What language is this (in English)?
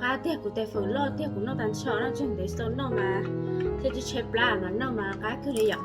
Hmong